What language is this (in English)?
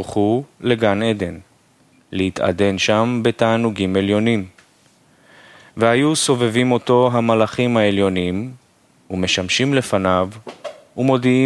Hebrew